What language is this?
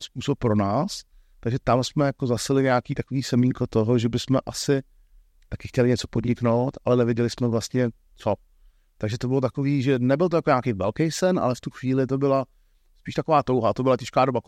Czech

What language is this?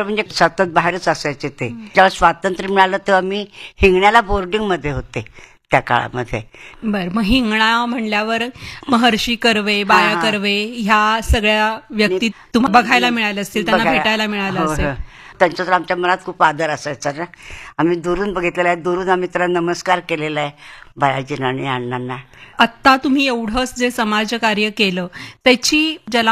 Marathi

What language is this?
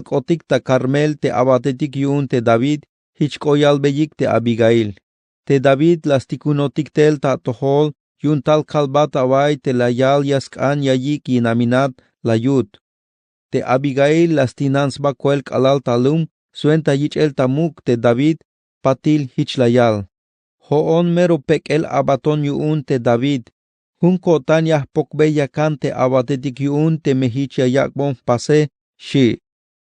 Tzeltal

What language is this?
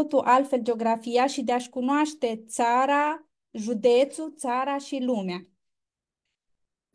Romanian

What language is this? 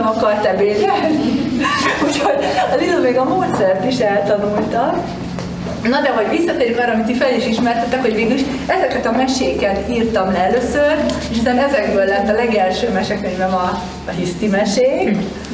Hungarian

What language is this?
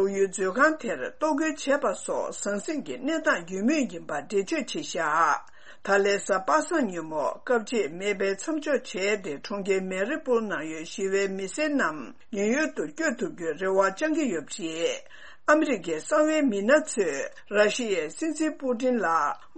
Tibetan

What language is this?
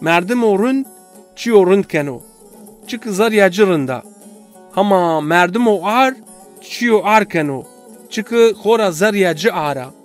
Zaza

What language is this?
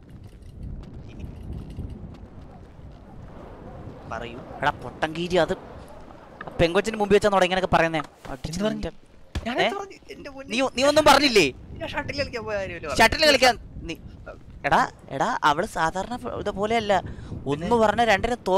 Malayalam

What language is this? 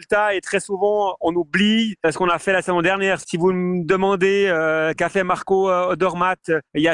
French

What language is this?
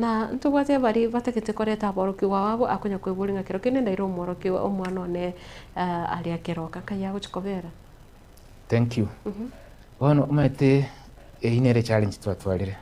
Gusii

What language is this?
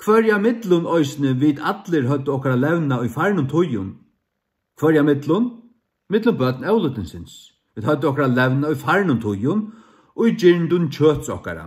Faroese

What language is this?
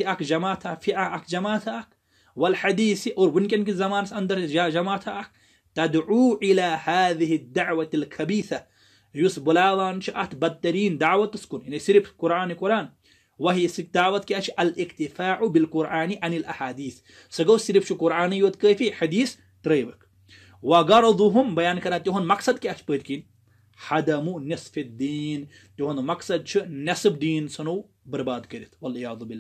Kashmiri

